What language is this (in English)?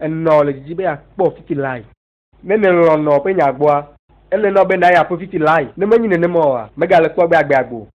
Ewe